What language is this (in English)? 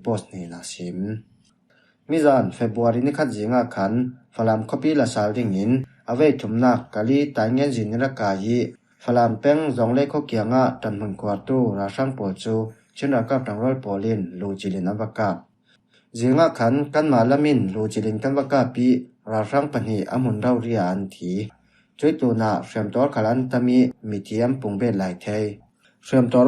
Falam Chin